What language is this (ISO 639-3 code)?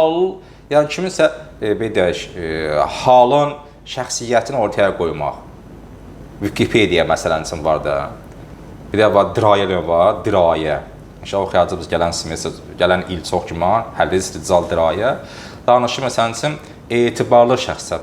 aze